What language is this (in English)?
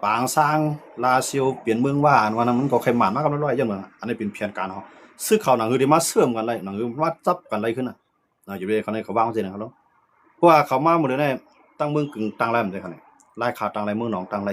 Shan